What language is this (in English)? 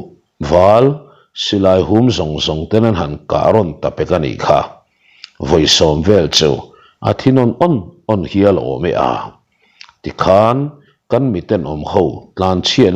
Mizo